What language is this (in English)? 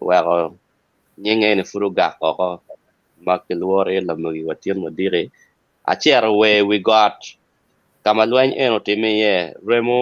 Acoli